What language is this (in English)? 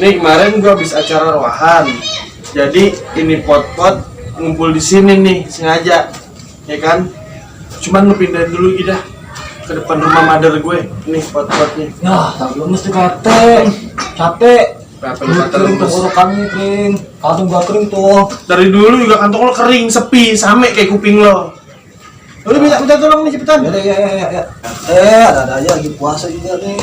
Betawi